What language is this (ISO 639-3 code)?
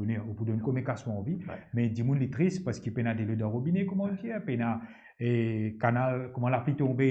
mfe